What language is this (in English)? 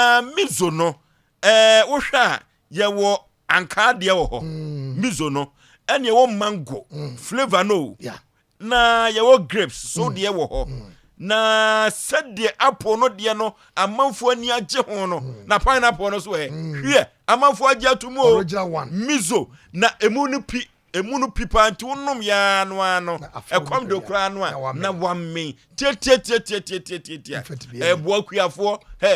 Akan